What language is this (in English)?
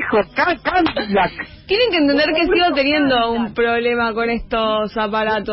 Spanish